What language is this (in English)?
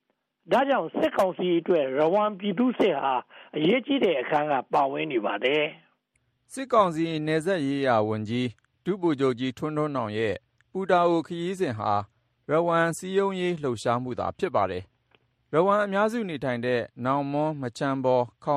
Burmese